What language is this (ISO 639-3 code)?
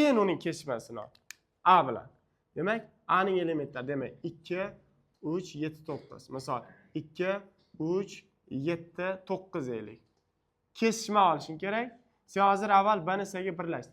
uzb